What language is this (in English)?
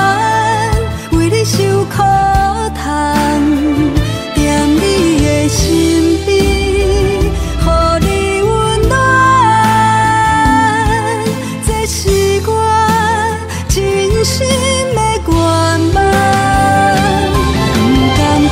Min Nan Chinese